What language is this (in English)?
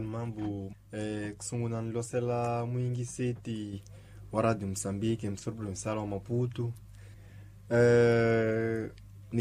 Tsonga